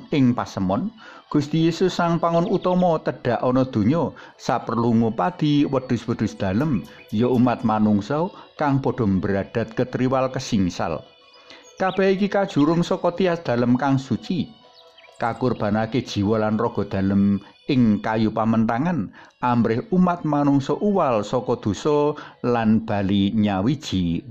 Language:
Javanese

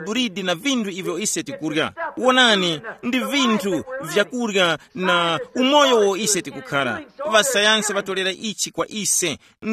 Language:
Tumbuka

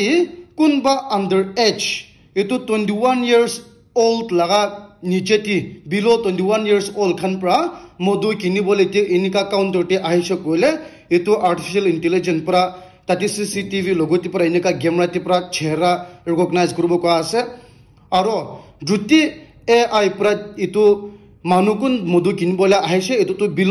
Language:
Naga Pidgin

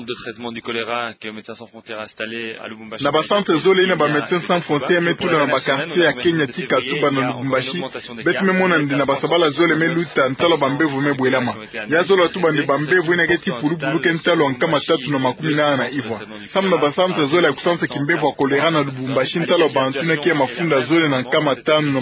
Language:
Kituba (Democratic Republic of Congo)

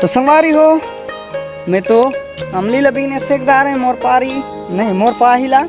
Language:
Chhattisgarhi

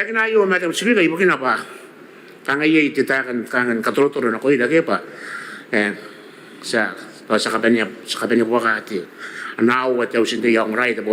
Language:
Gilbertese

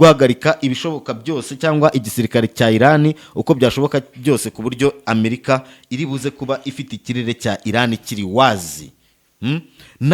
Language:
Kinyarwanda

